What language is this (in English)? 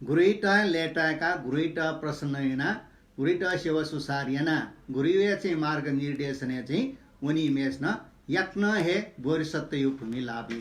Newari